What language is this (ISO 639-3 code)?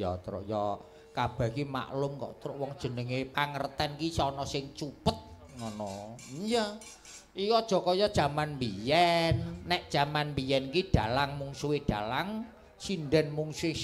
jav